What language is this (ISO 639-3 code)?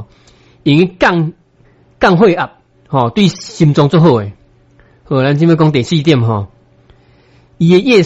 nan